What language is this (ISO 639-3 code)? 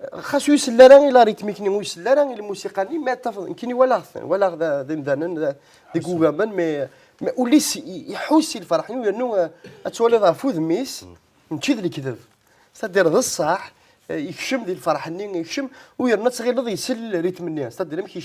kab